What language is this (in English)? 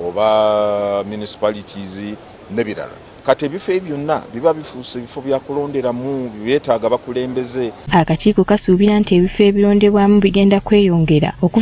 Ganda